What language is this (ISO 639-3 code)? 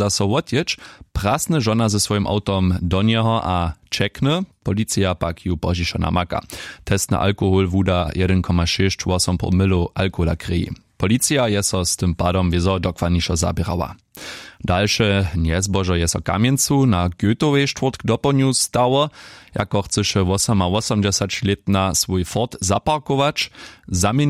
hsb